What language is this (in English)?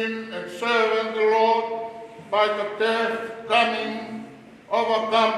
Tongan